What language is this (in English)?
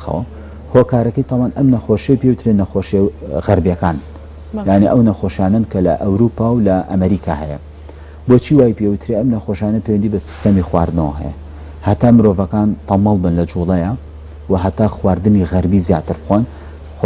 Central Kurdish